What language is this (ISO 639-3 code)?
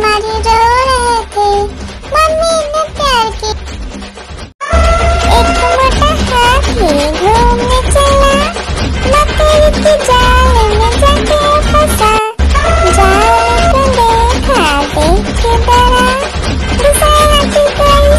hin